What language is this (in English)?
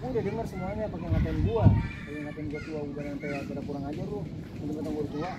Betawi